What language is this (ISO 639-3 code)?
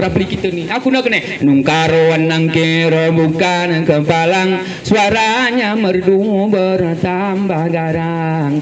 gay